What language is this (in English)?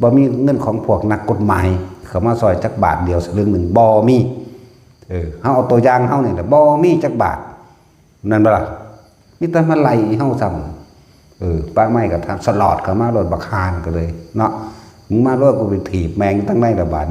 Northeastern Thai